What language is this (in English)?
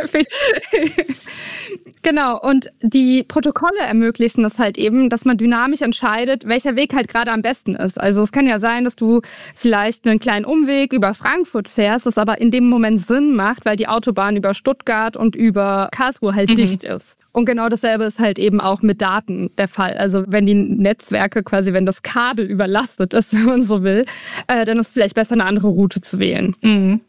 German